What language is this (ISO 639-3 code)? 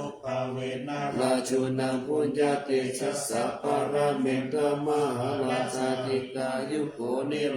pli